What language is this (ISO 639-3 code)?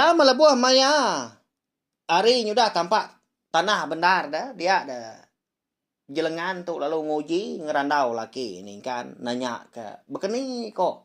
iba